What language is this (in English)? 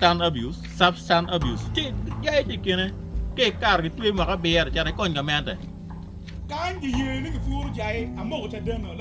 Acoli